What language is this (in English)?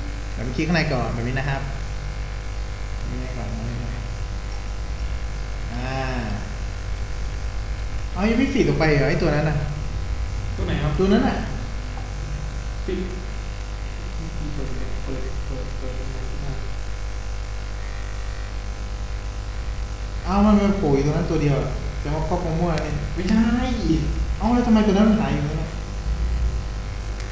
Thai